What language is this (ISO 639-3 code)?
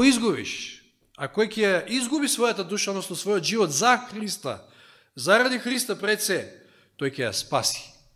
mkd